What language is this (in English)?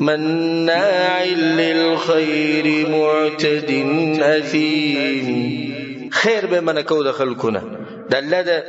Pashto